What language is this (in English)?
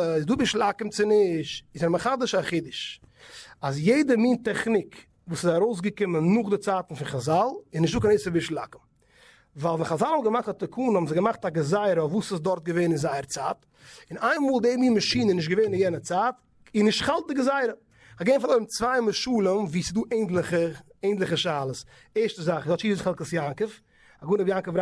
Yiddish